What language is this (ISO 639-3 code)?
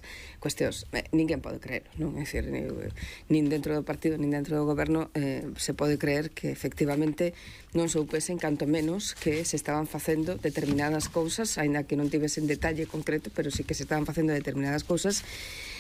glg